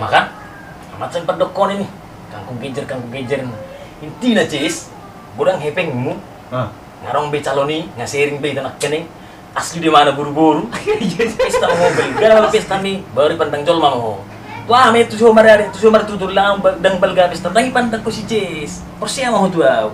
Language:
Batak Toba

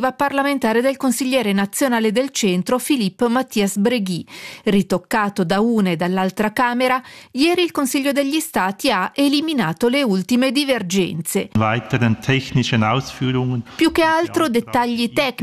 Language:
Italian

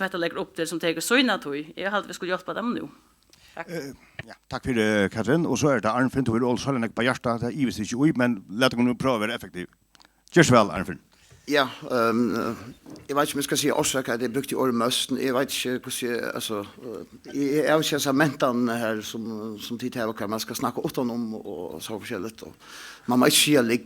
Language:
Faroese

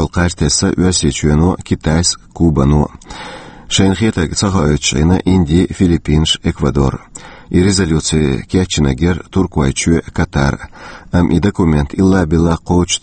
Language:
Chechen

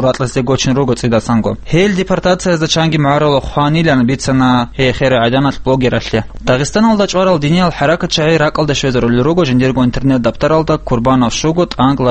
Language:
Avaric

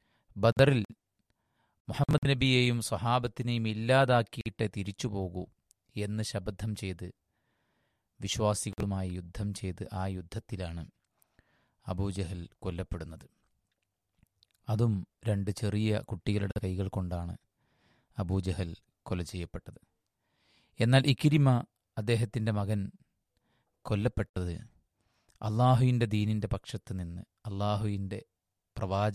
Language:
Malayalam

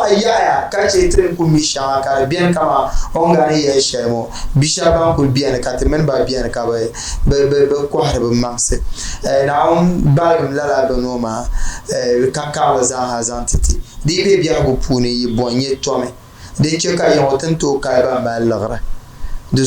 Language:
Dagbani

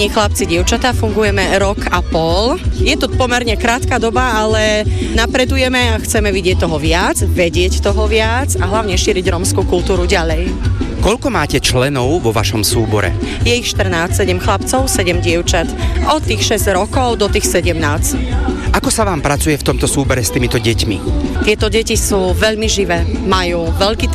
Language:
Slovak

